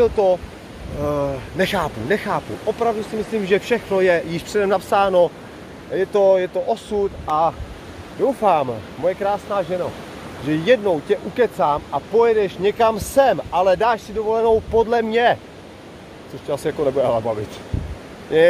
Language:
Czech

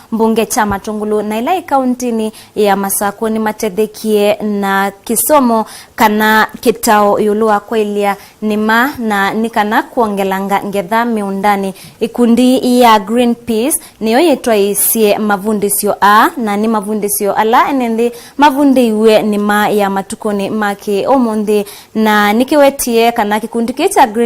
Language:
Kamba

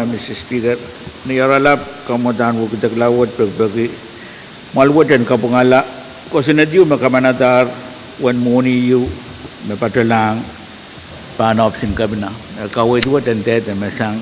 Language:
Pohnpeian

